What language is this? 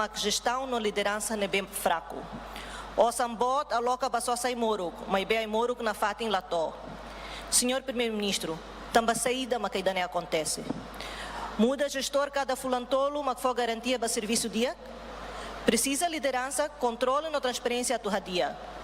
Tetum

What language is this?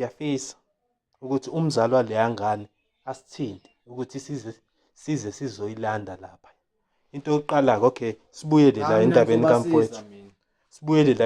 Zulu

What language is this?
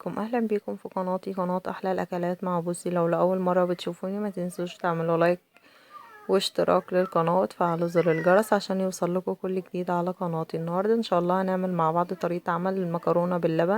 Egyptian Arabic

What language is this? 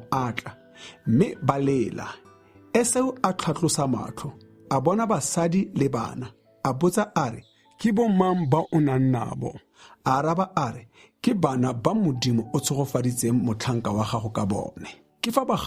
Tswana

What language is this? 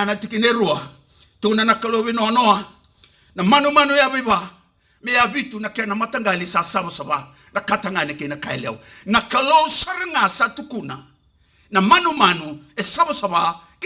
Fijian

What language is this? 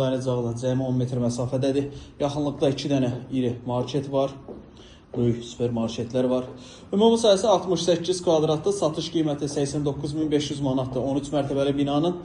Azerbaijani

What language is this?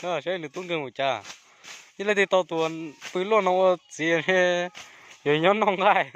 Hmong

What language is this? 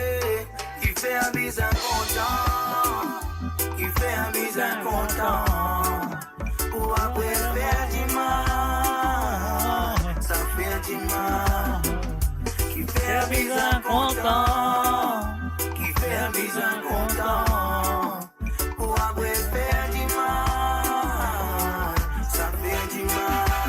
Morisyen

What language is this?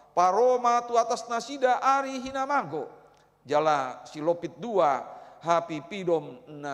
Batak Toba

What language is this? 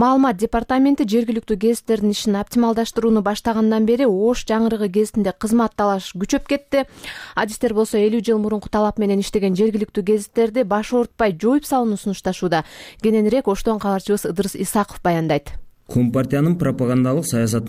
Kyrgyz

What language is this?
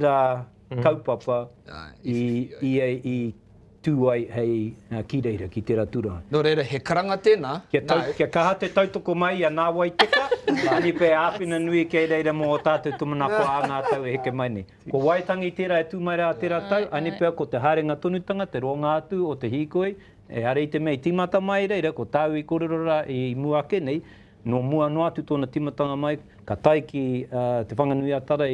Māori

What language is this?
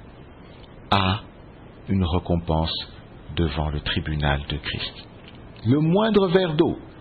French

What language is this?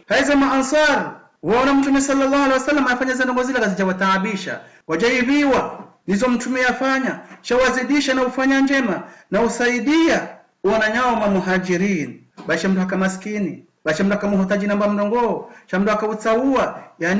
Ngazidja Comorian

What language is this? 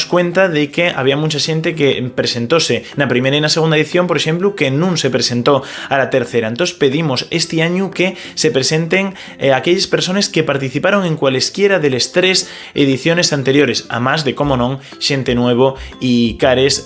Asturian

